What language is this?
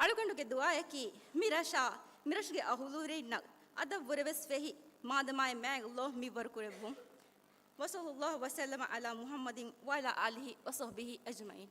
Divehi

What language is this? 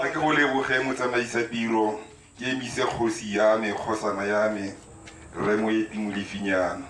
Tswana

